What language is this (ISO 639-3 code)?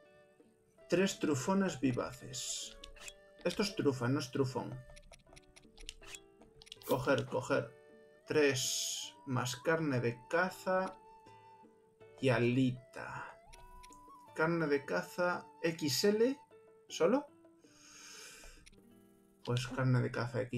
spa